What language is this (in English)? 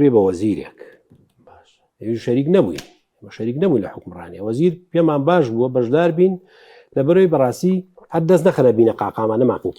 Central Kurdish